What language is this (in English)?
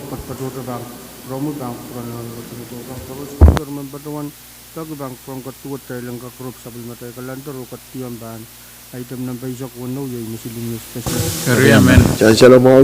Pohnpeian